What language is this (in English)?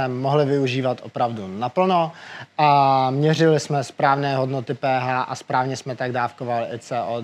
Czech